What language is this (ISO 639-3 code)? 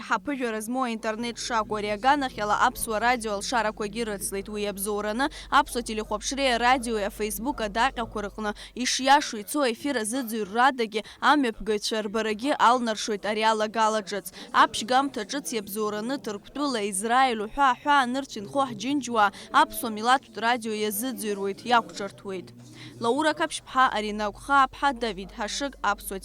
abk